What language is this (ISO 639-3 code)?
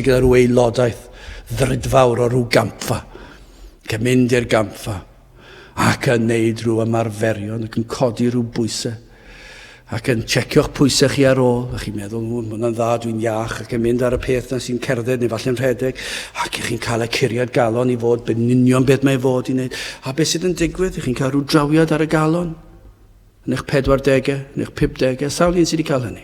cym